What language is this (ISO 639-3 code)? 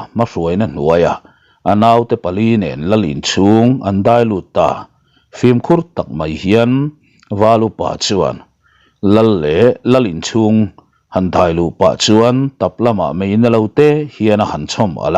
lus